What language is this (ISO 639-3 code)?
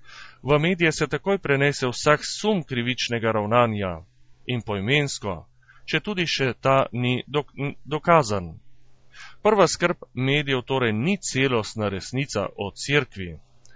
slv